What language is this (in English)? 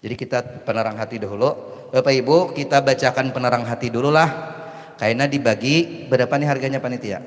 Banjar